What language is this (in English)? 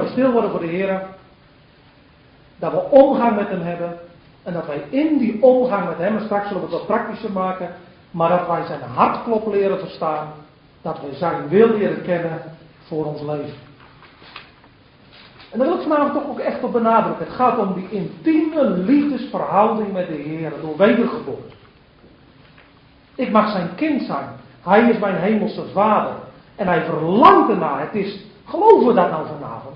Dutch